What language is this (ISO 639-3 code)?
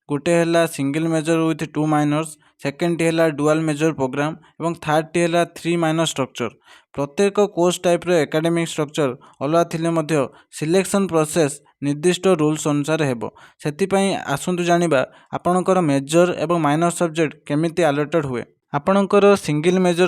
ori